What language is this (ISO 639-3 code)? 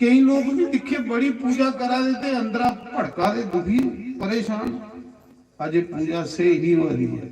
doi